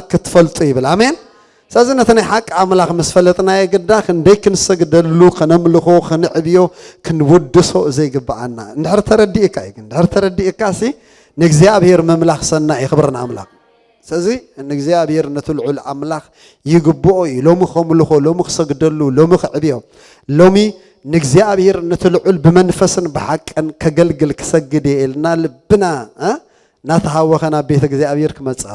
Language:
Tigrinya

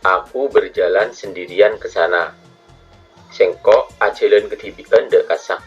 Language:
Madurese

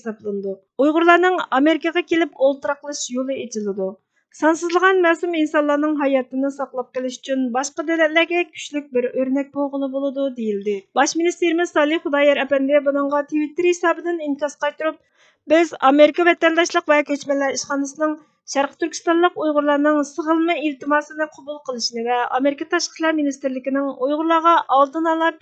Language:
Uyghur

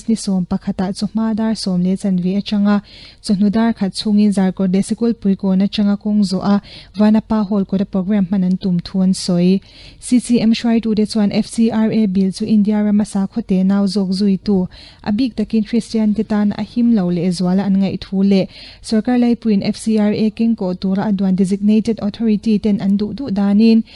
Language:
Mizo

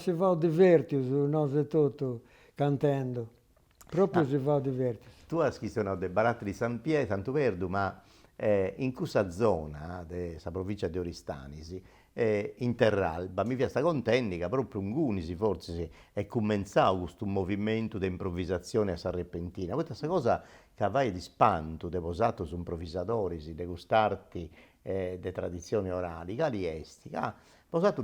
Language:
Sardinian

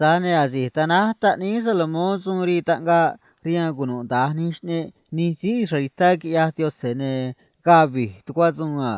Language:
Copala Triqui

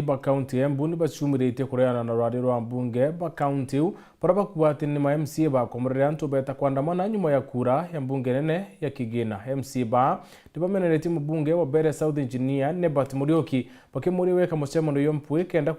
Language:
Meru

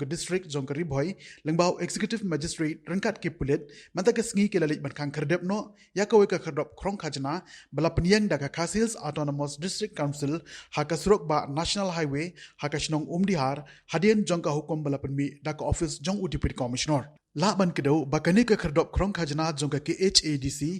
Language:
Khasi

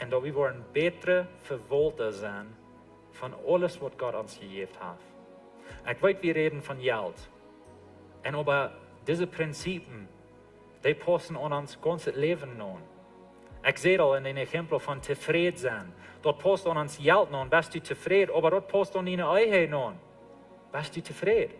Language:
Plautdietsch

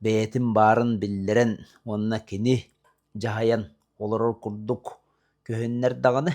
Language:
Yakut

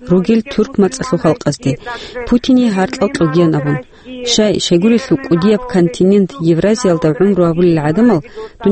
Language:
Avaric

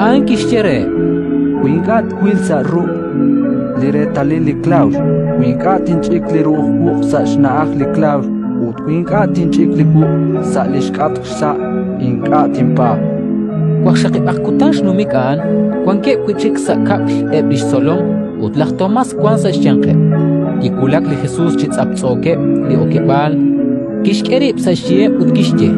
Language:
Kekchí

